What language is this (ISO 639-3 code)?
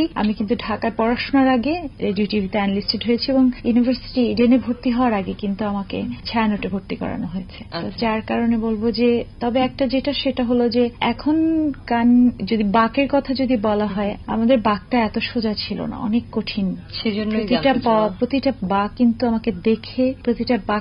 ben